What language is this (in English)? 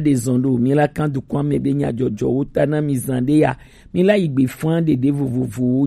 Gen